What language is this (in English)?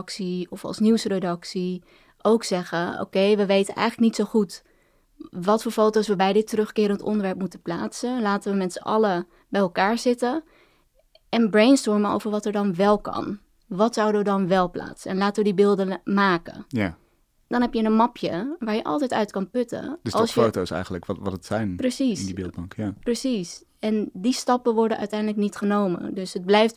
Dutch